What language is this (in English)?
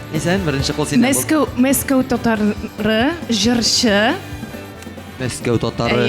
Tatar